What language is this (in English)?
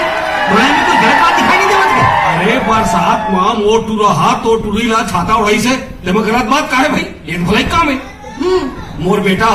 Chhattisgarhi